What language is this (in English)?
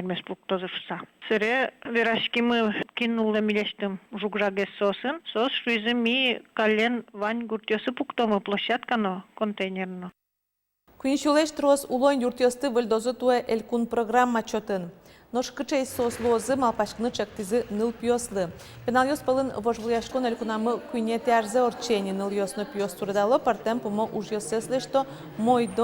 Udmurt